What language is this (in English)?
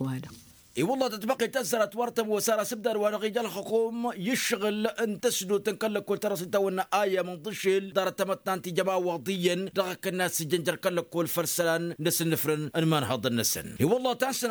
Tamasheq